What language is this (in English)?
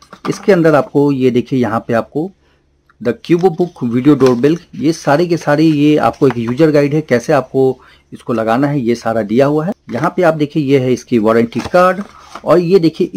Hindi